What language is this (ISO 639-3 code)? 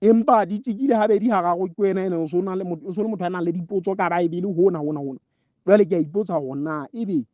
sot